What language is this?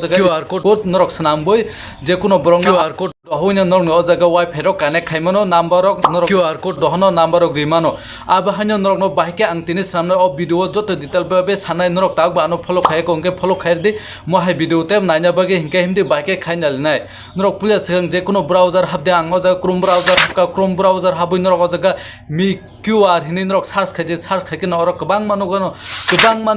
Kok Borok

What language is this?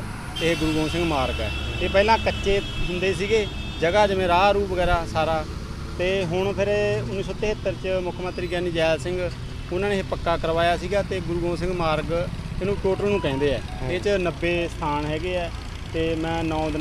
Punjabi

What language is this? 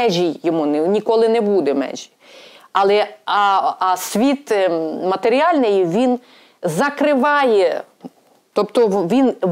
Ukrainian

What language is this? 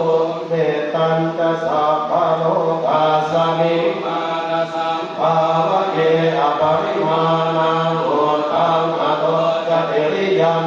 Pali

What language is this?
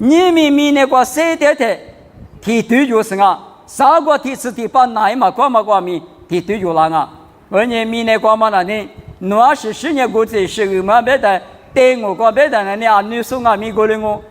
Lisu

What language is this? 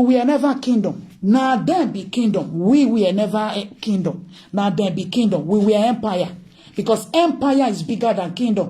Nigerian Pidgin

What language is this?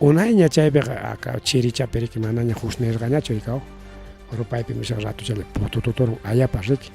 Ayacucho Quechua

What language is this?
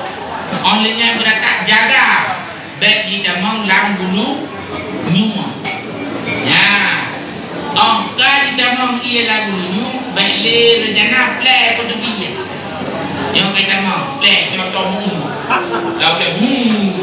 Achinese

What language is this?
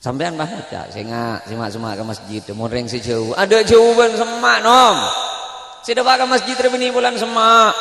Madurese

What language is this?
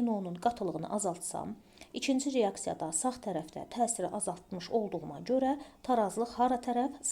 Azerbaijani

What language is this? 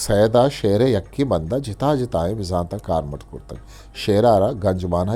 Eastern Balochi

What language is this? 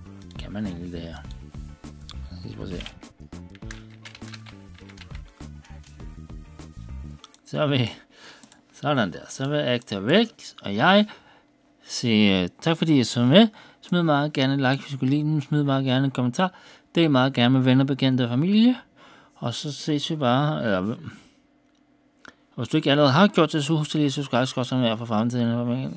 Danish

